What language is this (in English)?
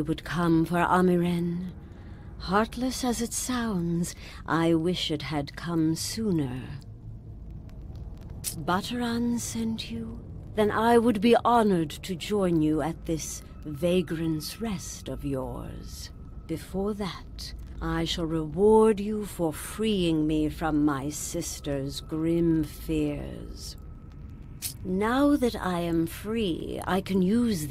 English